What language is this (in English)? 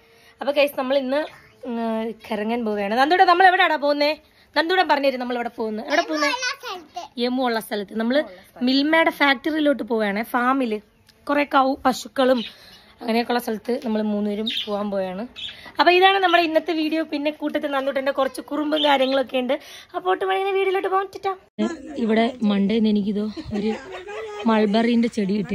Malayalam